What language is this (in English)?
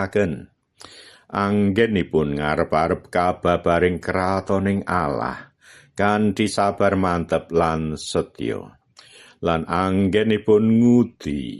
Javanese